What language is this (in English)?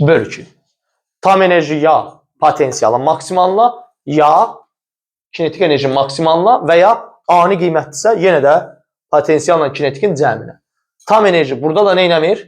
Azerbaijani